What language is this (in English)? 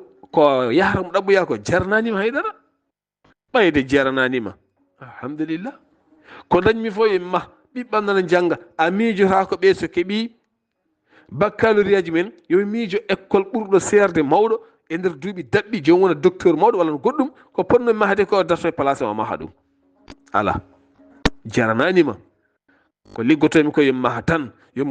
Fula